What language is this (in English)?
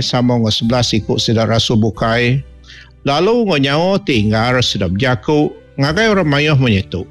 Iban